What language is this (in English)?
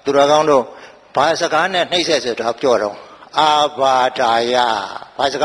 Burmese